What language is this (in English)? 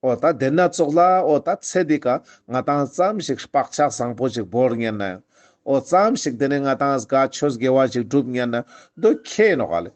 Ladakhi